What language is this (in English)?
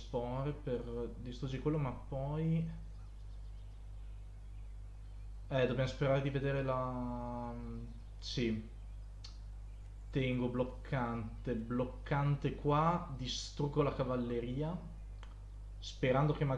Italian